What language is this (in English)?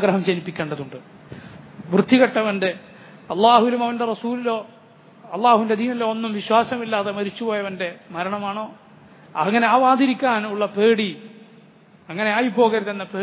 Malayalam